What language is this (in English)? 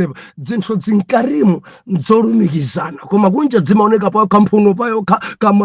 Nyanja